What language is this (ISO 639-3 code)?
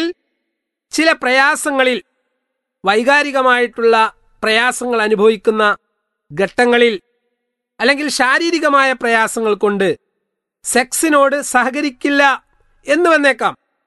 mal